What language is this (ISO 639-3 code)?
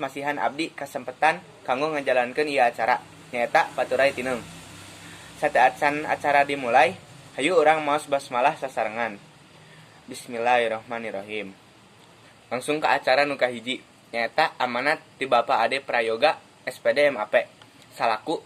sun